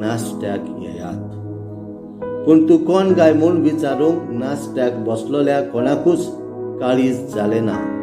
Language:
Konkani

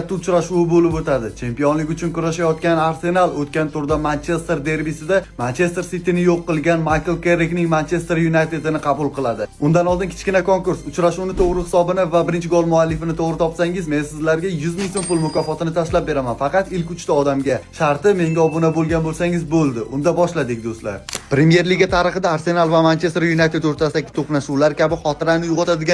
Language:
Uzbek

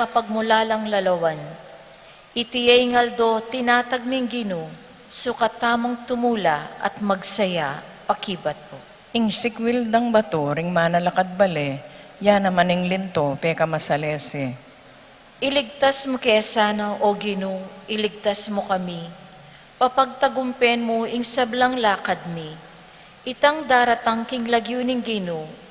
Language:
Pampanga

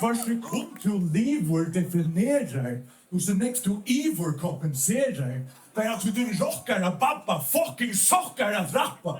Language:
Faroese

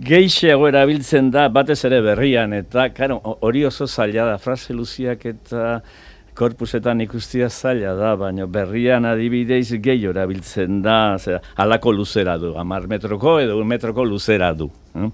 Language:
Basque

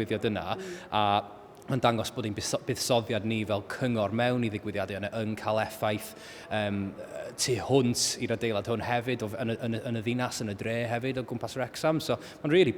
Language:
Welsh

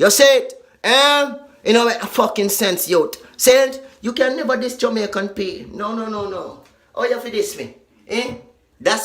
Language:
Jamaican Creole English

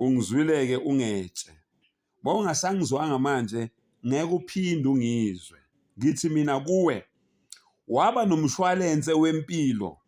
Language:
Zulu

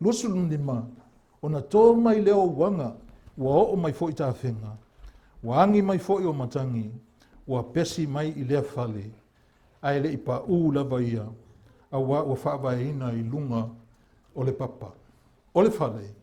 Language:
Samoan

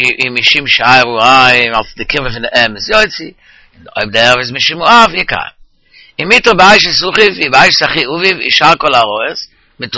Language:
Yiddish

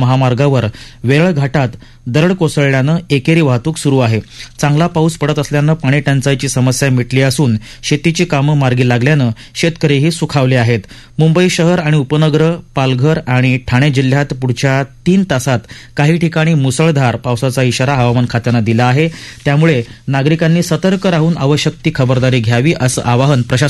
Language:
Marathi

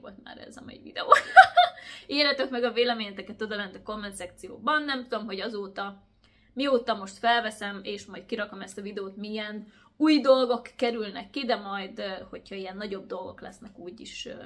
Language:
Hungarian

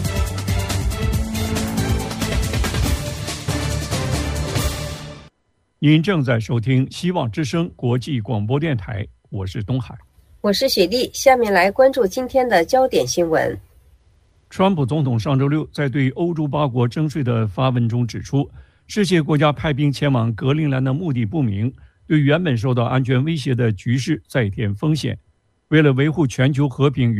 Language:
Chinese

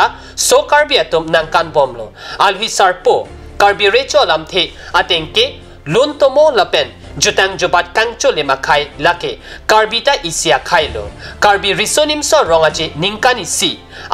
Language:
Karbi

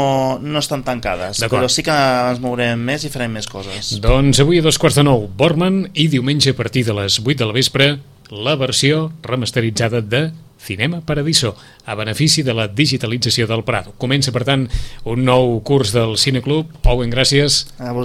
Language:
Catalan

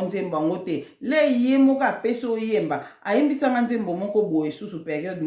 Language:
Lingala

